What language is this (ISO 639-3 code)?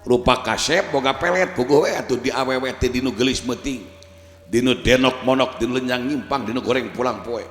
sun